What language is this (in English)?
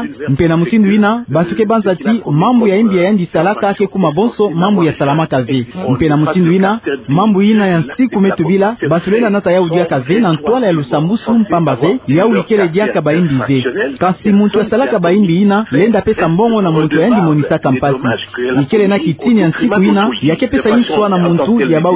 Kituba (Democratic Republic of Congo)